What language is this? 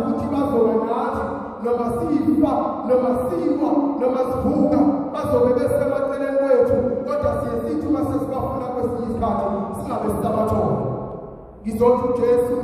Zulu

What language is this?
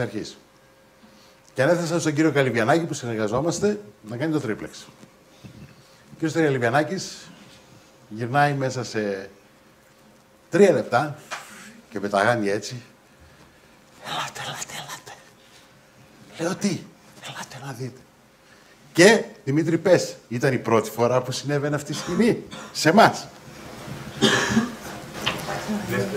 Greek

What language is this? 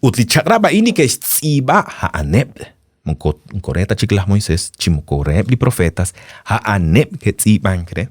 Kekchí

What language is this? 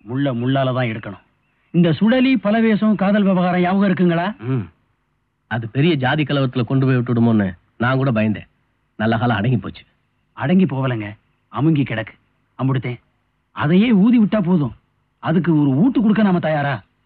Tamil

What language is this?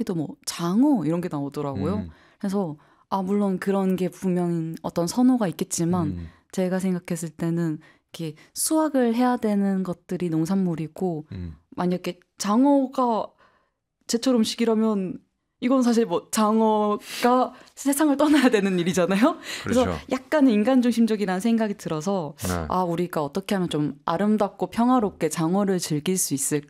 Korean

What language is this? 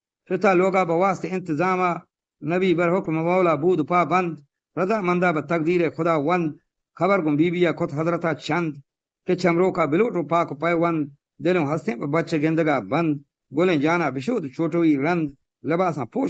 Eastern Balochi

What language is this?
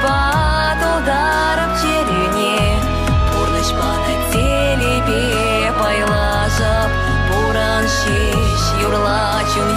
Chuvash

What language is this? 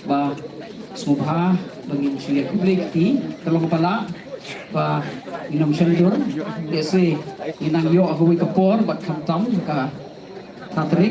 Khasi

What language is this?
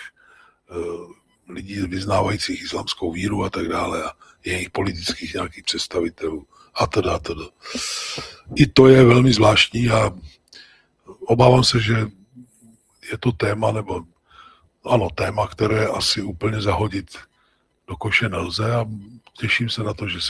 Czech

